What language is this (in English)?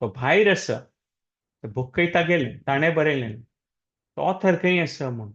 Konkani